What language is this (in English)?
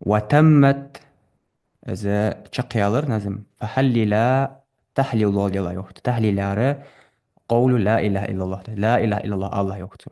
Ingush